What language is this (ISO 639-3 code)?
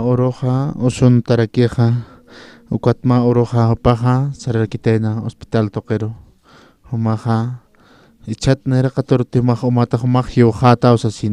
aym